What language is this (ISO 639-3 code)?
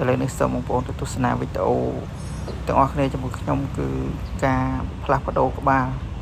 khm